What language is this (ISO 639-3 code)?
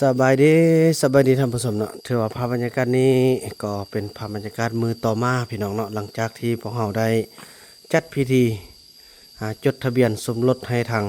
lao